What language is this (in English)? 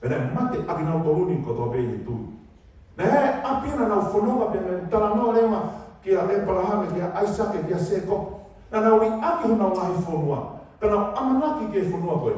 Tongan